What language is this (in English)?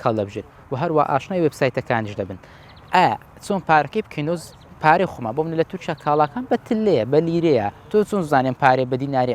Central Kurdish